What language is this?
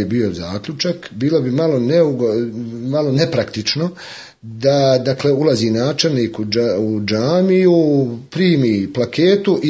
Bosnian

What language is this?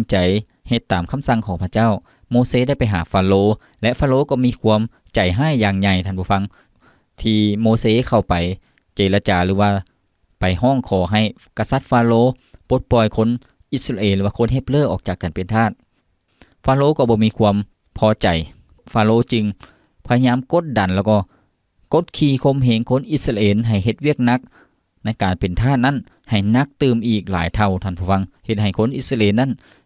Lao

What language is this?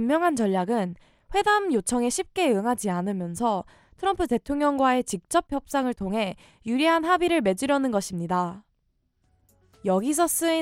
Korean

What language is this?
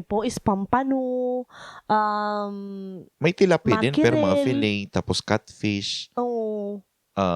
Bikol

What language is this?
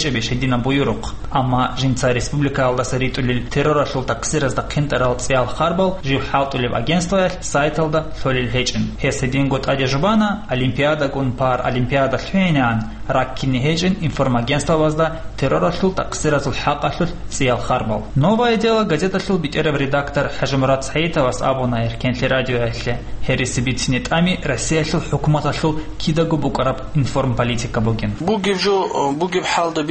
Avaric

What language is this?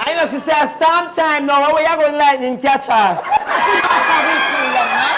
Jamaican Creole English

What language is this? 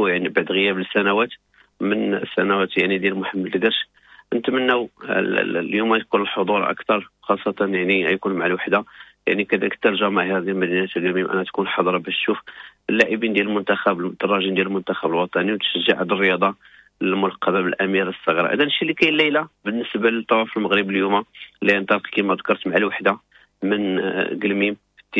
Moroccan Arabic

